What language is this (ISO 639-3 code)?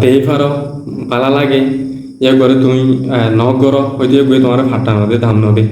rhg